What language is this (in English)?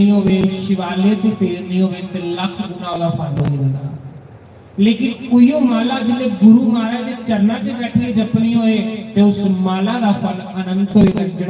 Dogri